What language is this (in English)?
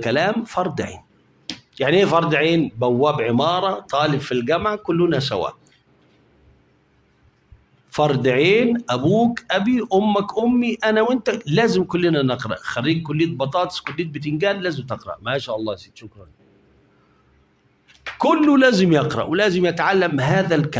Egyptian Arabic